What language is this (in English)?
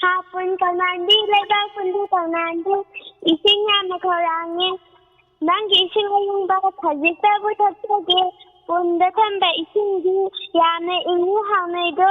Manipuri